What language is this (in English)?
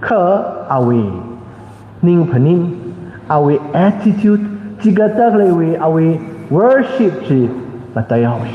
Tangkhul Naga (India)